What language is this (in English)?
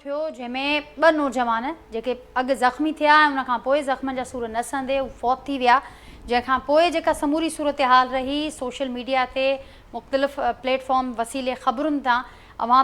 Sindhi